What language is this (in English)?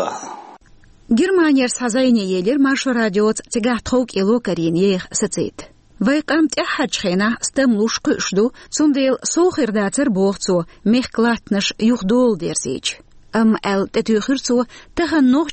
Chechen